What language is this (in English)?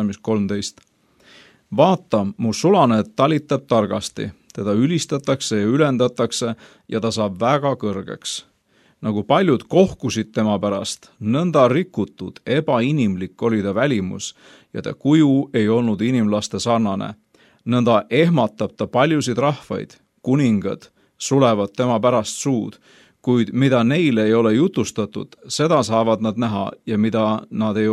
Estonian